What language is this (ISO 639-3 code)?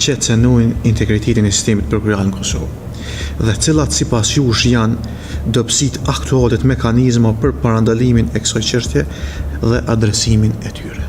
sqi